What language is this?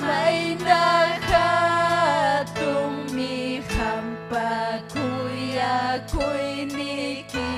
Ayacucho Quechua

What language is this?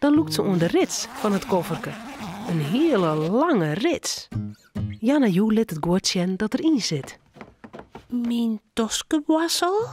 Western Frisian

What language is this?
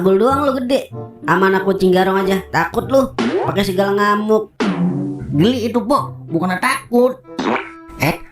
Betawi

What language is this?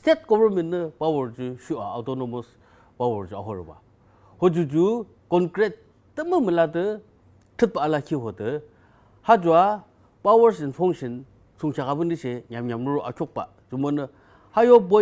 Yimchungru Naga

